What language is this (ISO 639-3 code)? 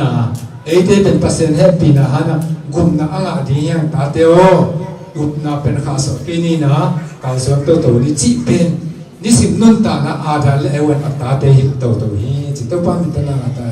ctd